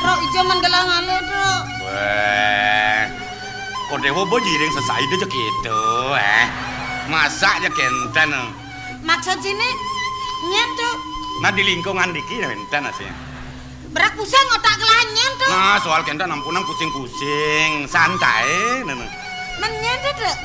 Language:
Balinese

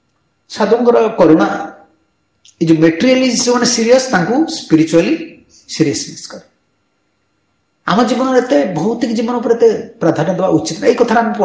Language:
Odia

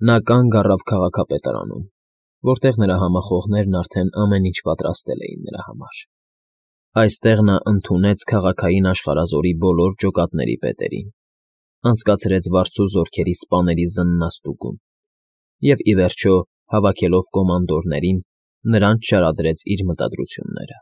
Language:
Armenian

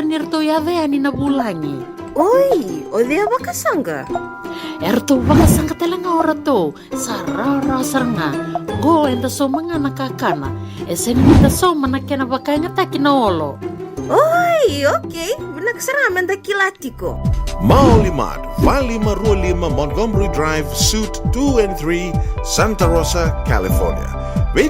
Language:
Fijian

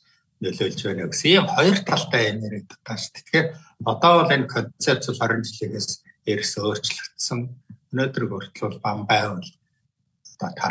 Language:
Mongolian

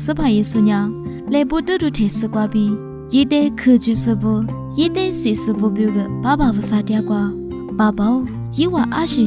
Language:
Lisu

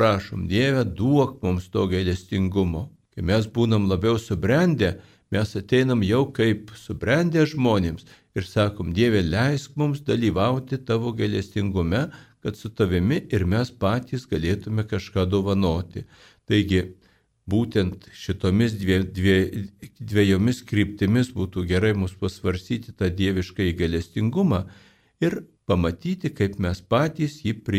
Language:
Lithuanian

